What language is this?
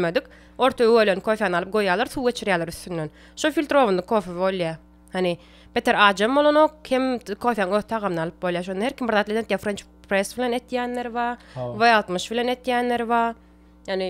Turkmen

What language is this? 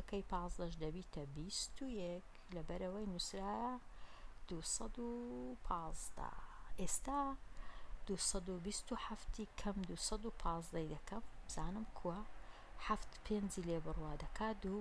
Central Kurdish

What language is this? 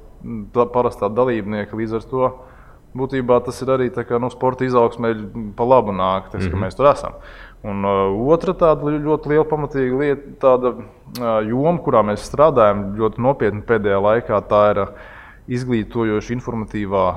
Latvian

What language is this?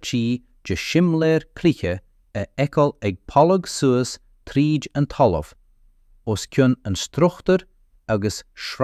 Irish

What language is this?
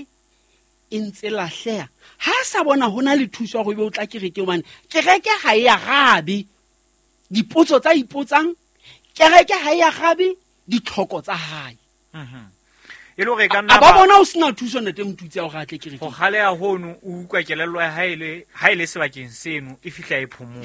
Southern Sotho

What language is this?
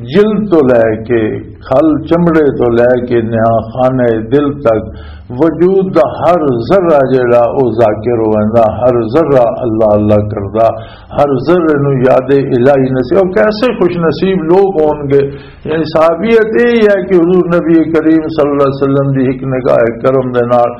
Western Panjabi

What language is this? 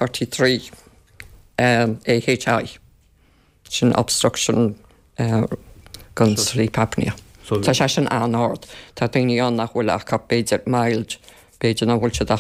Irish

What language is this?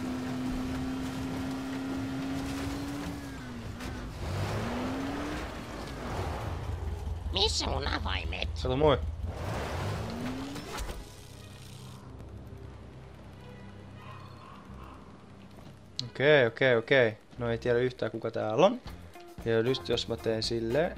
Finnish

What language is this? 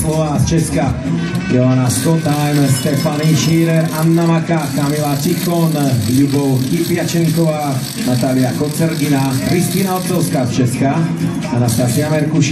Slovak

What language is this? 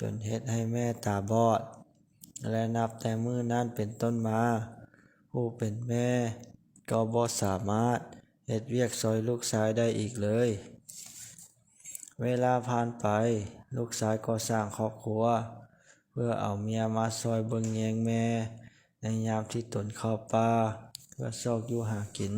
Lao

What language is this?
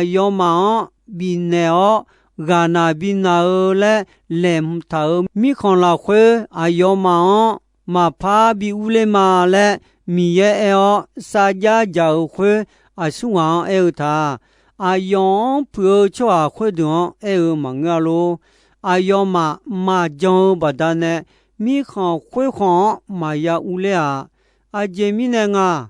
Akha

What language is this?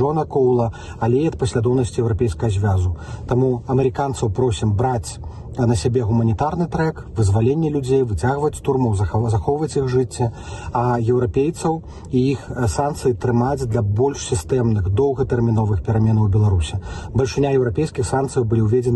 Belarusian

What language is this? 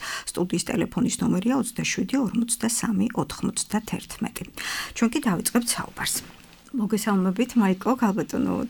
Georgian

